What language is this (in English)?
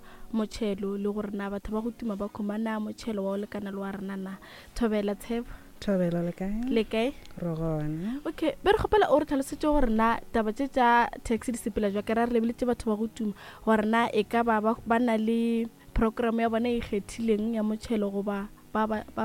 Northern Sotho